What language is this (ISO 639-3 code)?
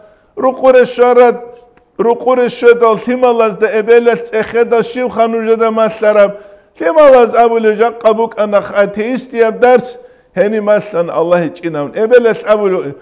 ava